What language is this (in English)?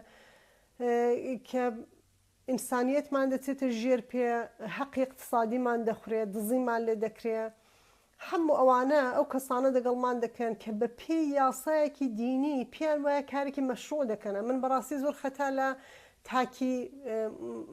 Central Kurdish